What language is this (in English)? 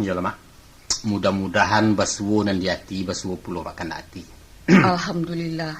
Minangkabau